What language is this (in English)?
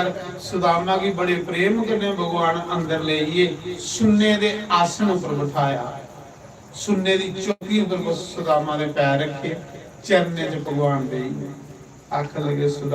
Dogri